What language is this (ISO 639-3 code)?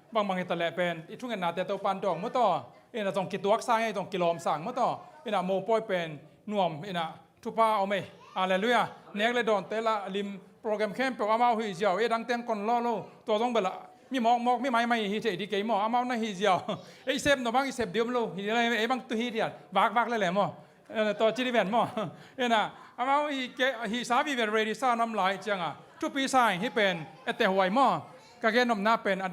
ctd